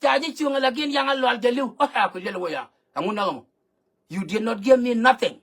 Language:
Nuer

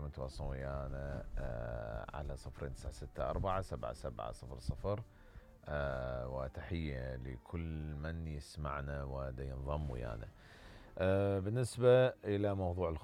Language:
Mesopotamian Arabic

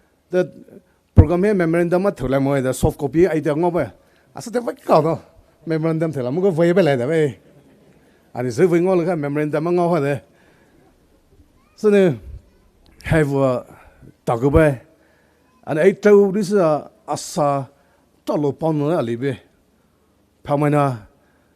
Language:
Poumei Naga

